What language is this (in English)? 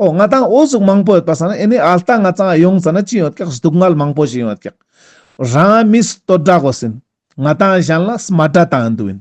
Ladakhi